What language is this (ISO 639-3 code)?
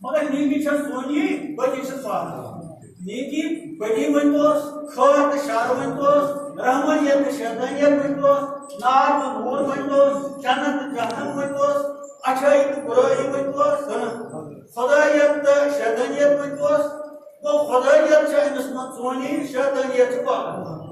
kas